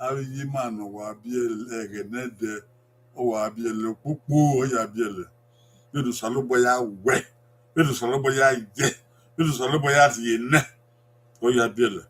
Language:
Bini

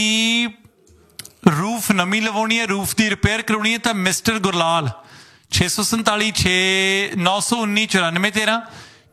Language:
Punjabi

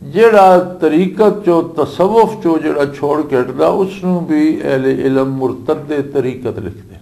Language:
Western Panjabi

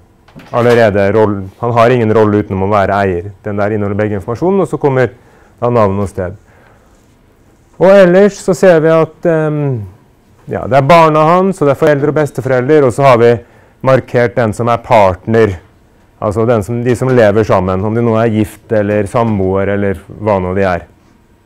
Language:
Norwegian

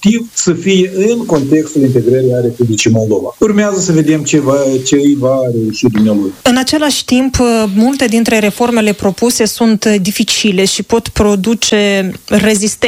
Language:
Romanian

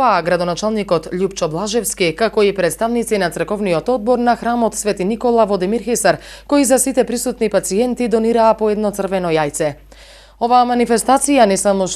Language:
Macedonian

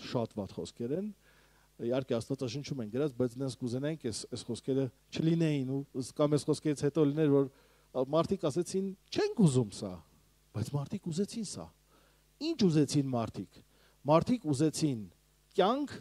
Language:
Armenian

